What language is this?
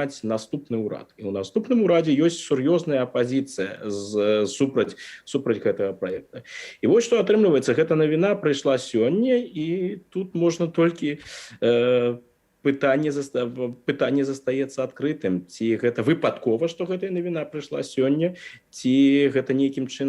Belarusian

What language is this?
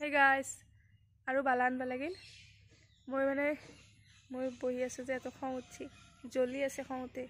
Assamese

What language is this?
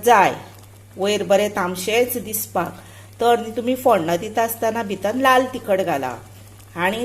Konkani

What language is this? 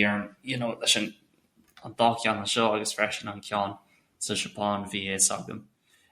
Irish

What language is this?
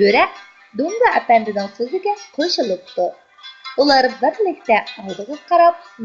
Uyghur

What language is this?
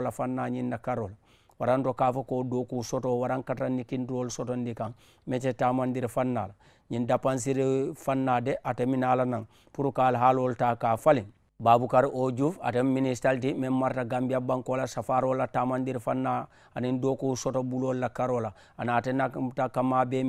Mandingo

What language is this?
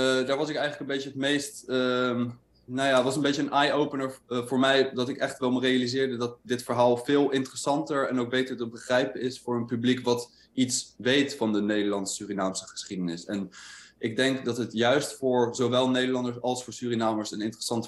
Dutch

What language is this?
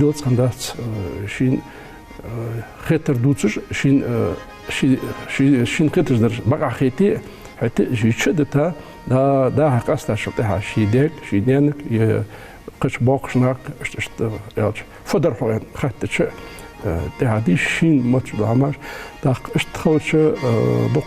Ingush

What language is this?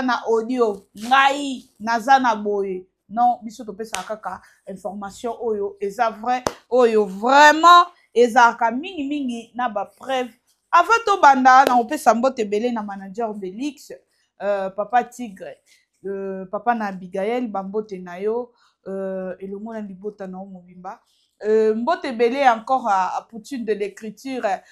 Lingala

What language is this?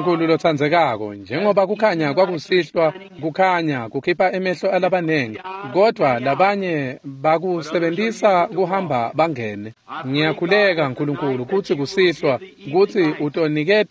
Swati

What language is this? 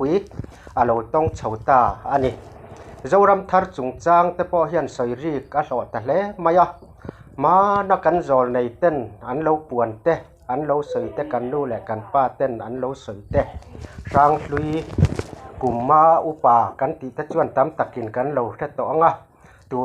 Mizo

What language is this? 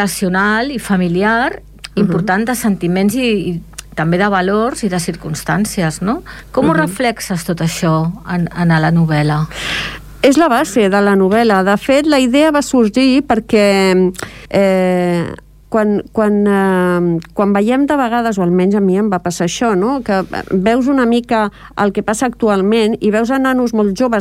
Catalan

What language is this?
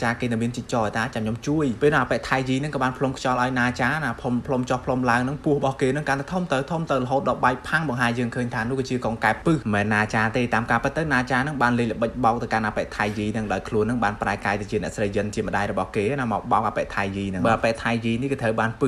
Khmer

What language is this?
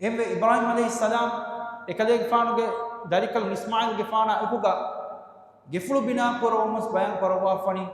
Divehi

